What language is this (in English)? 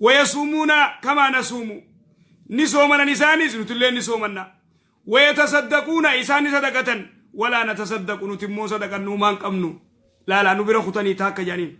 Oromo